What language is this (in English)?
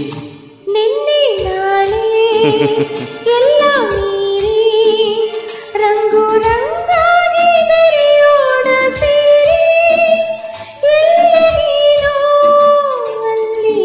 Kannada